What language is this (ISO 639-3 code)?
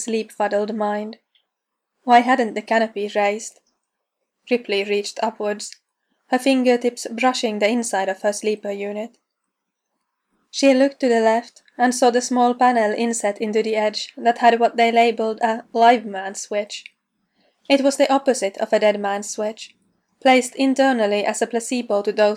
eng